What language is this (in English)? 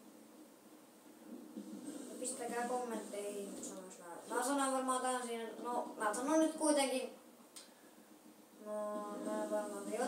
Finnish